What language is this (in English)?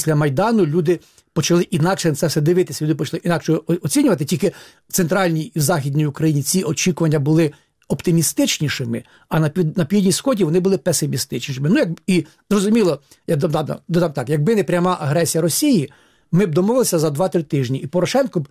Ukrainian